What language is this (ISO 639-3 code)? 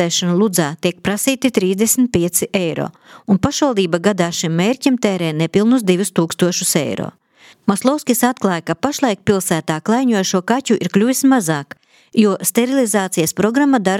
lav